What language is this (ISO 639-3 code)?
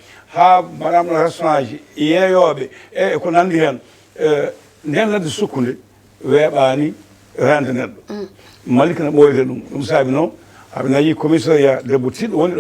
ful